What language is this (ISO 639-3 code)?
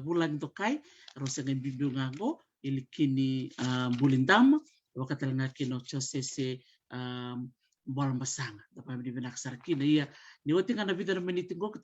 fij